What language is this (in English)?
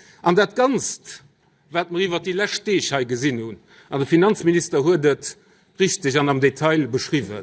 Luxembourgish